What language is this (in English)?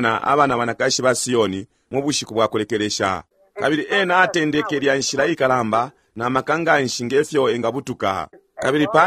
Bemba